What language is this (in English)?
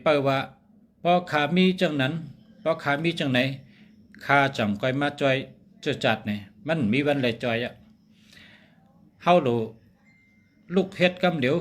Shan